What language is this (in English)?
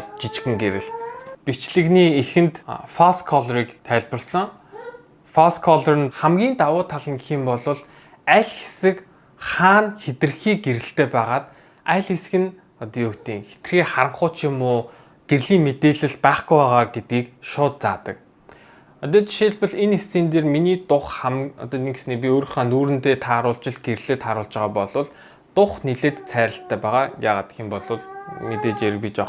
Mongolian